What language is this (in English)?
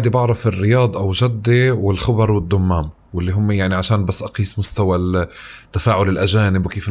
North Levantine Arabic